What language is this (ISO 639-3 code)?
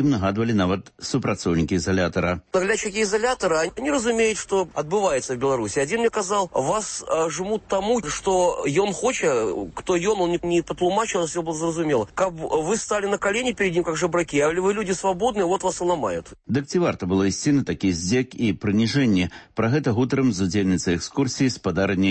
bel